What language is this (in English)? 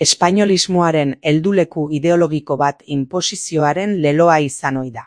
Basque